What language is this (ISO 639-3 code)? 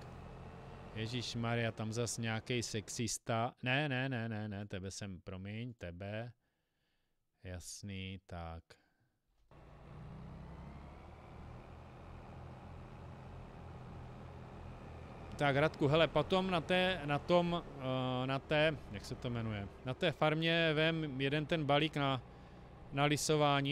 ces